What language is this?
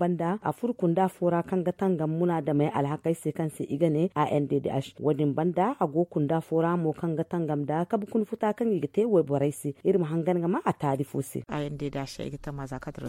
Zarma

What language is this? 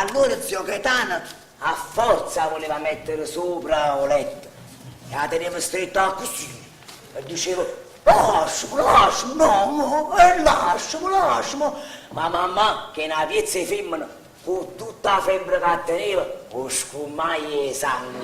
Neapolitan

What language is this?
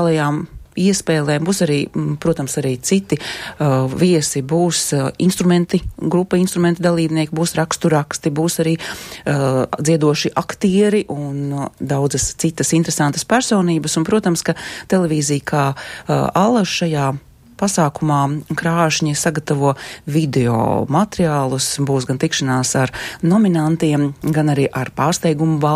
Latvian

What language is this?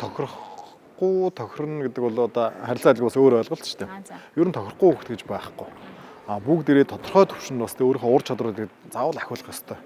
Mongolian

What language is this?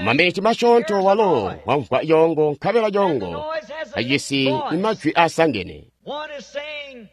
Tonga (Zambia)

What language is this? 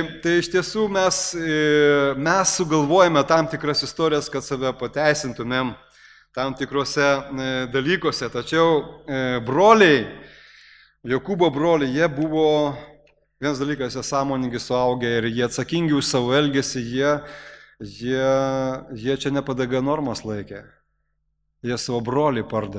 Lithuanian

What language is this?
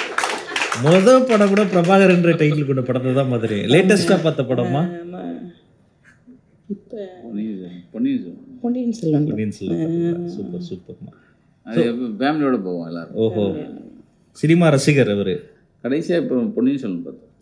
Tamil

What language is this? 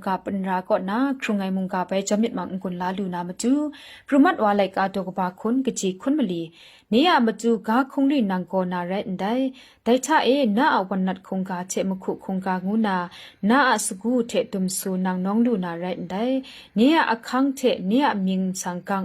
Kachin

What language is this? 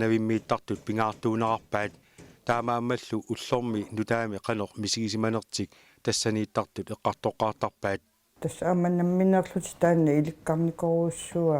Kalaallisut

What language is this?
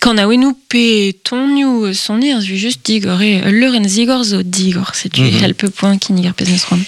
Breton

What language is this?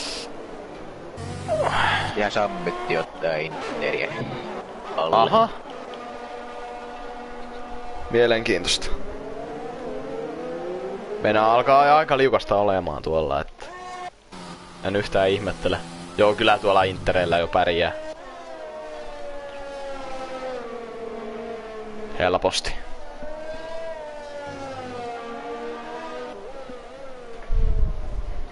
Finnish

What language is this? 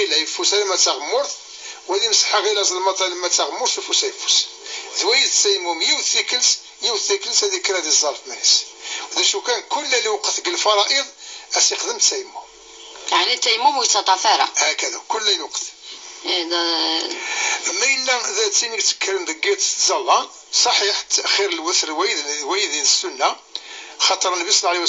Kabyle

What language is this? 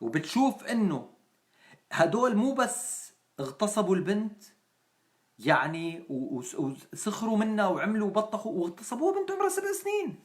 North Levantine Arabic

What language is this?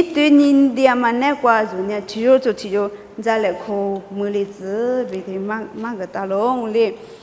Lisu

